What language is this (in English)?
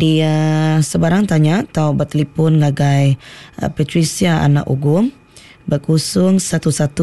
Iban